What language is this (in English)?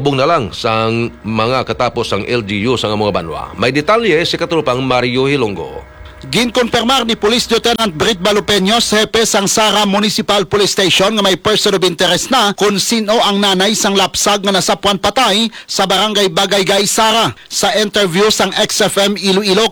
Hiligaynon